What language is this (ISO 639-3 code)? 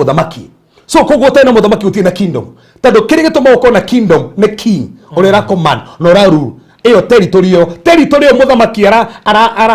kik